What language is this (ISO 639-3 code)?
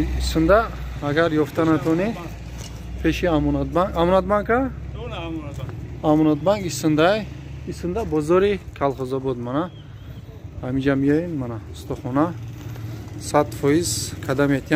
tgk